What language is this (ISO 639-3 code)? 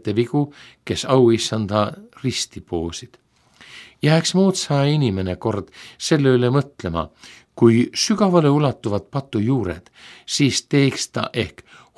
est